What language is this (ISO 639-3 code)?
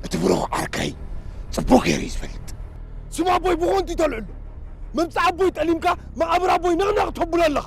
tir